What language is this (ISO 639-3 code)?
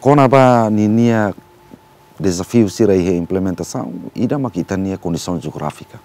tet